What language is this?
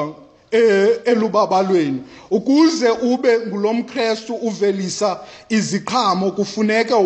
Xhosa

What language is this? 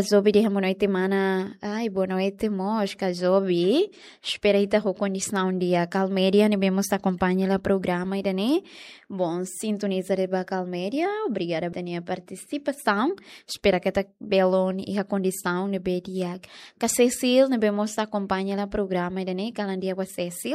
Tetum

